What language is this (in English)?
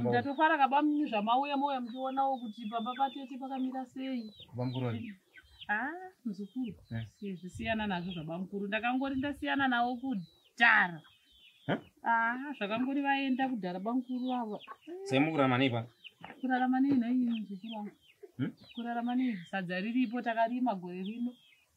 Shona